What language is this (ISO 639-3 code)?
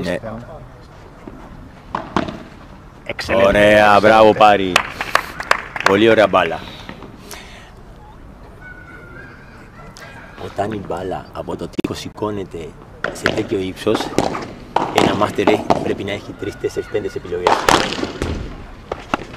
ell